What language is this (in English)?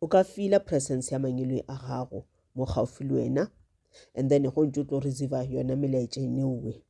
Northern Sotho